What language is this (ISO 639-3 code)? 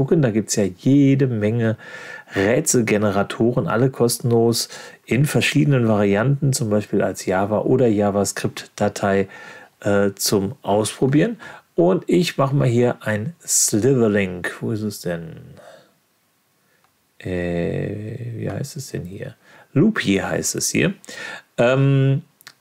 deu